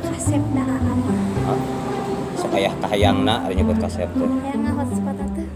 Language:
Sundanese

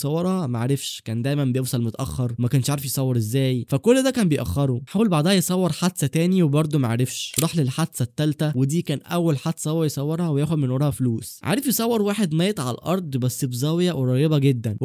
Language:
Egyptian Arabic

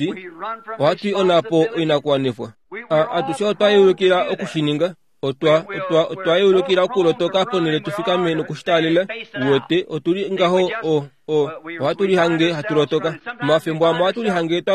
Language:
Kuanyama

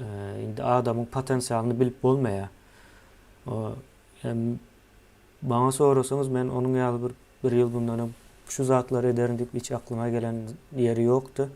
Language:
Turkmen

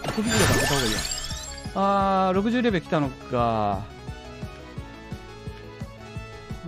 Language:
Japanese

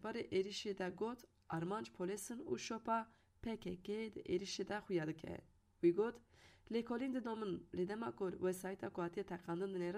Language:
Kurdish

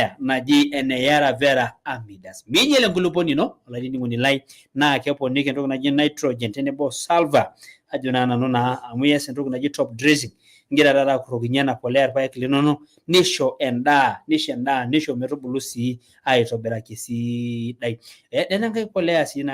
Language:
Masai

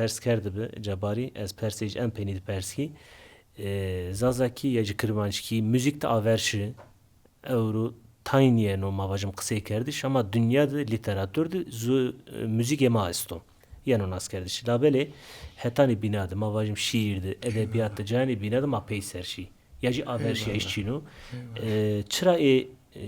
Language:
Zaza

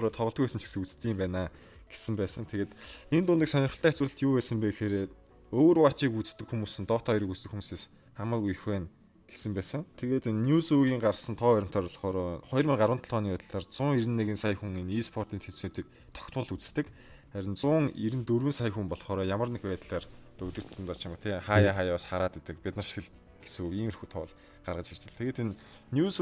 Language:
Mongolian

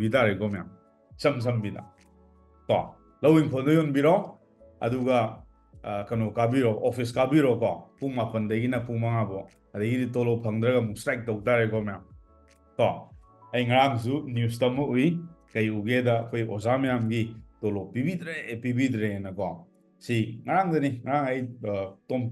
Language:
Manipuri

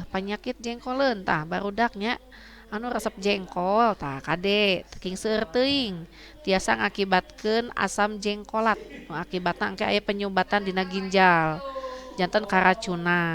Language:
Sundanese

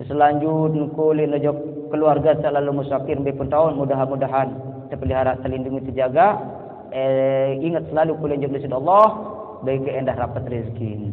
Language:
Sasak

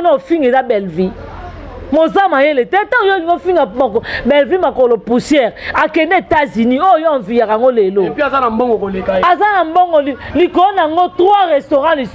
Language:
Lingala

